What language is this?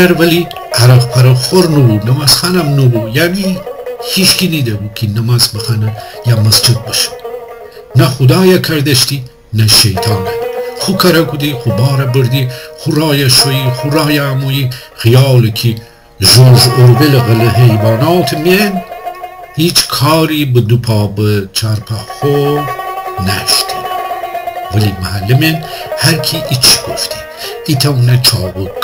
Gilaki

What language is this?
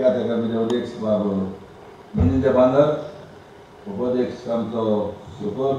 Konkani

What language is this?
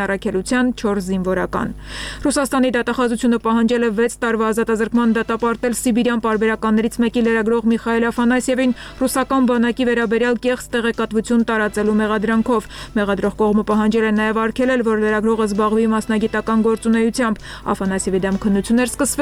Armenian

